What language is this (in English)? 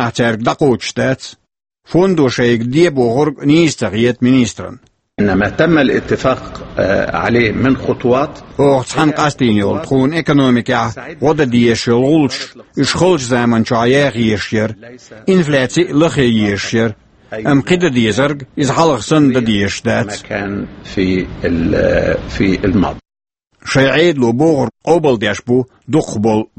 Chechen